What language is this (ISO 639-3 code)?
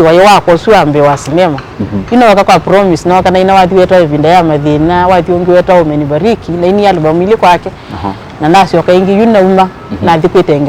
kam